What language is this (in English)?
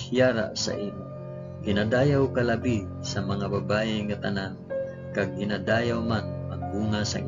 Hiligaynon